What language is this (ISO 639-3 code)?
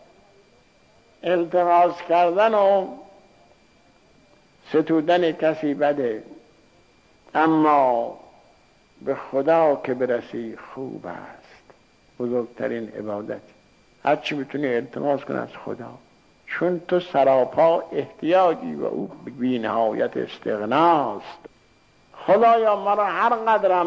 fas